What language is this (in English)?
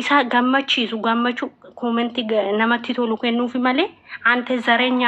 Oromo